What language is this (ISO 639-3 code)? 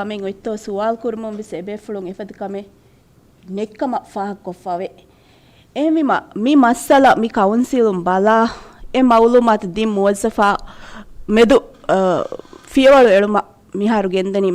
div